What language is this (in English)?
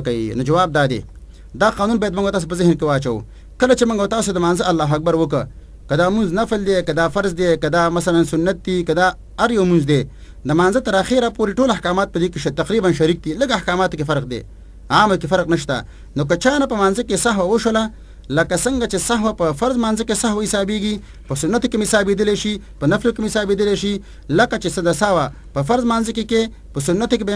Pashto